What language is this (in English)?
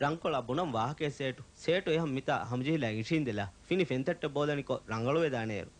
Divehi